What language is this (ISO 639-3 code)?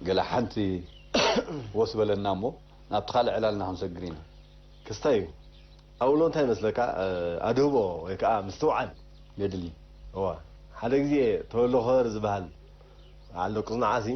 tir